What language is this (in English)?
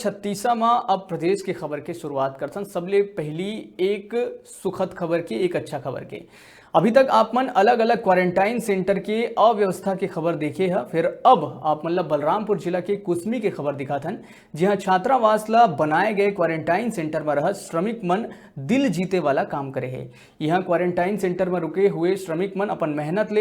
Chhattisgarhi